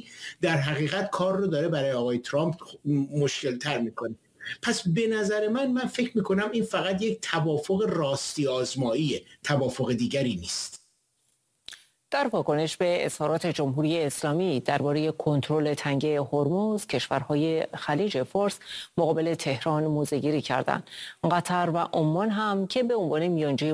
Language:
Persian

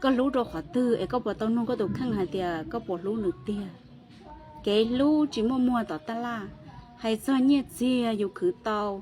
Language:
Hmong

